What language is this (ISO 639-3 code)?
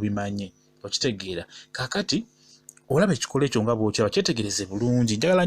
lug